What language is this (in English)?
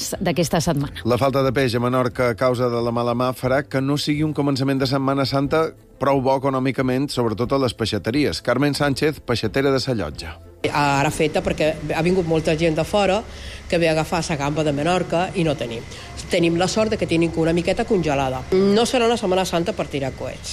Catalan